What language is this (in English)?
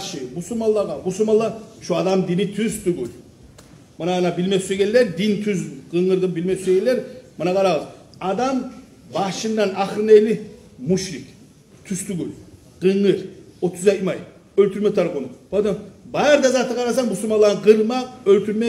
Kumyk